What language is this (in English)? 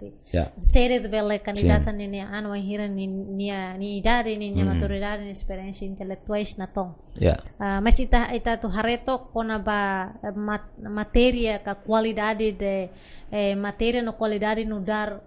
Tetum